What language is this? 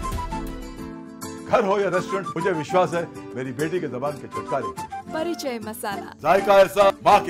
Odia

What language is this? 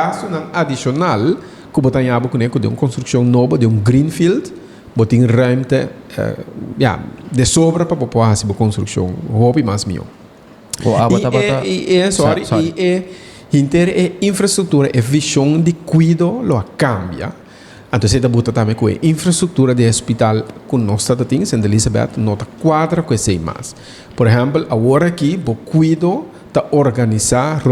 Papiamento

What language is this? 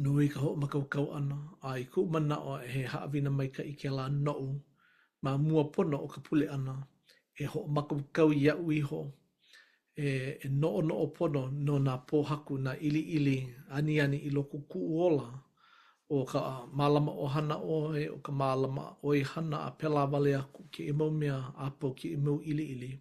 Hawaiian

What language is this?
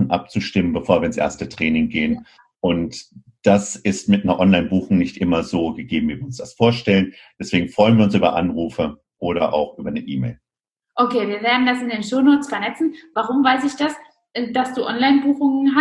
German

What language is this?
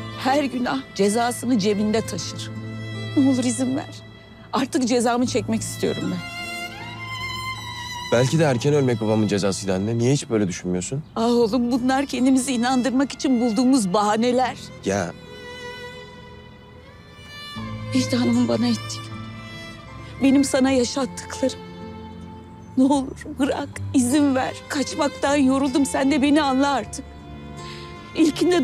Turkish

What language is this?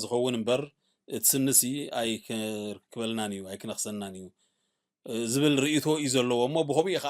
Tigrinya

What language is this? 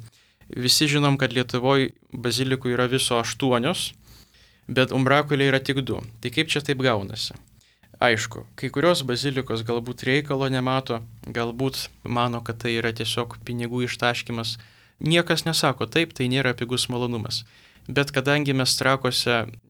Lithuanian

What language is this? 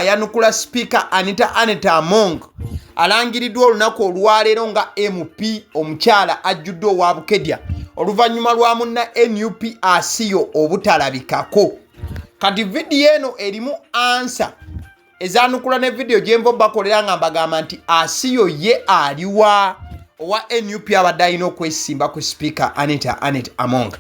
Ganda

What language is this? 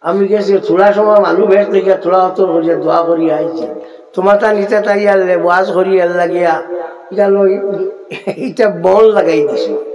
Sylheti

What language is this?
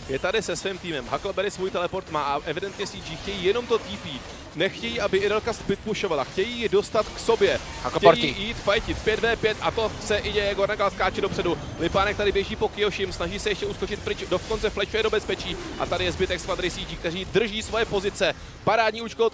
Czech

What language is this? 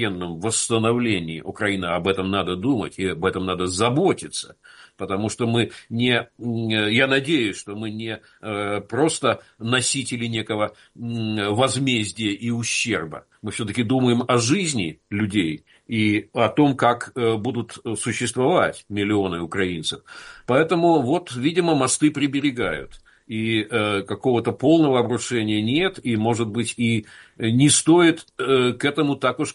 Russian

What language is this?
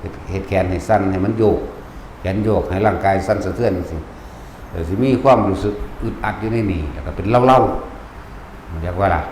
Northeastern Thai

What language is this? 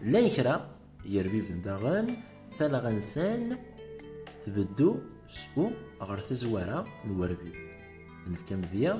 Kabyle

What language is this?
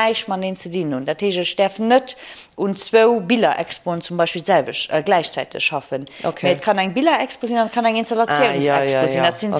Luxembourgish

